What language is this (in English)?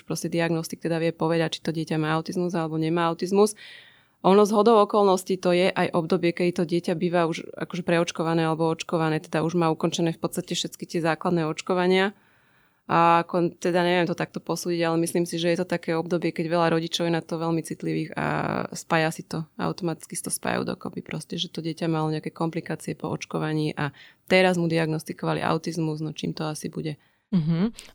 Slovak